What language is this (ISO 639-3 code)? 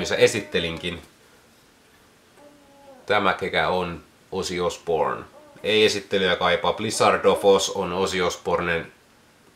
fin